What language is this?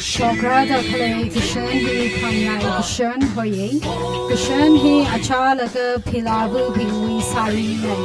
Tangkhul Naga (India)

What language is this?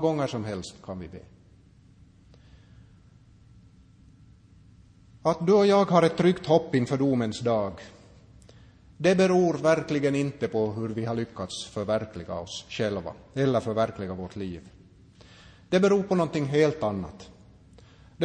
Swedish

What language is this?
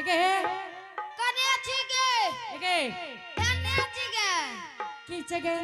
Angika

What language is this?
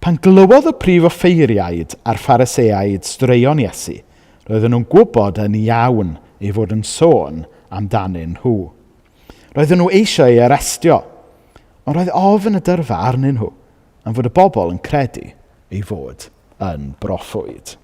Welsh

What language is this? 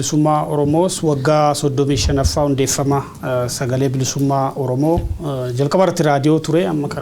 Oromo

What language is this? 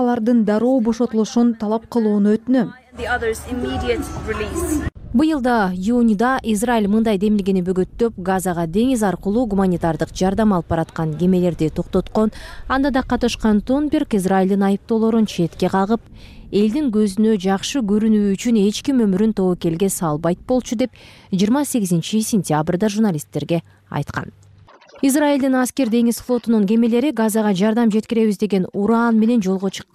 Kyrgyz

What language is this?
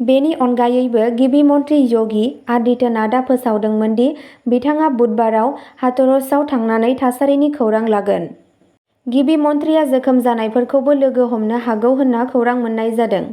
Bodo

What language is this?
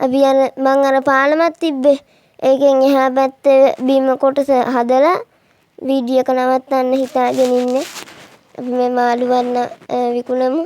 Sinhala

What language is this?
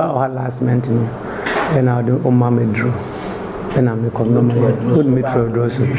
Akan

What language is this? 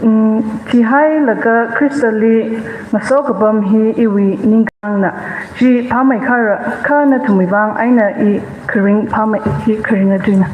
Tangkhul Naga (India)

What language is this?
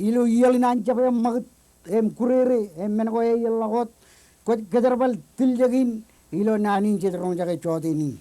Marshallese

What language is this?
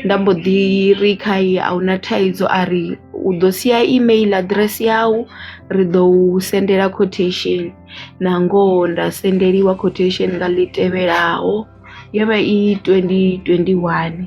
Venda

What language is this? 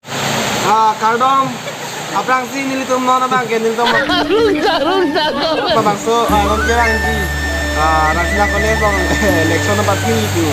Karbi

